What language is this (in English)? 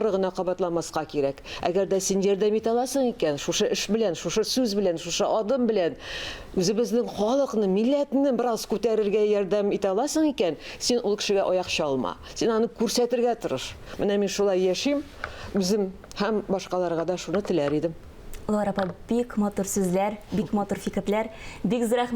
Tatar